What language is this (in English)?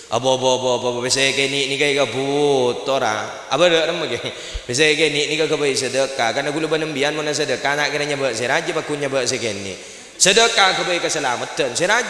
Madurese